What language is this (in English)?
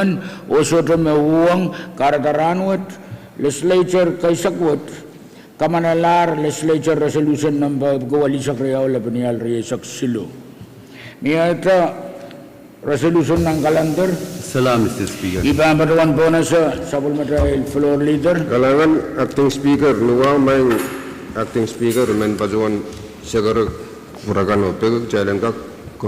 Pohnpeian